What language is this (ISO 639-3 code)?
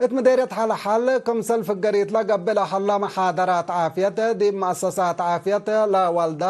tig